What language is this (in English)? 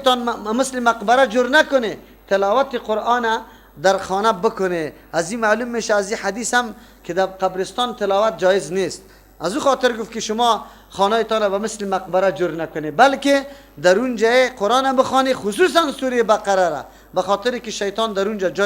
Persian